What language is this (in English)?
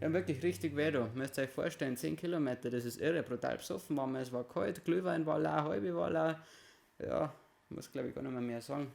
Bavarian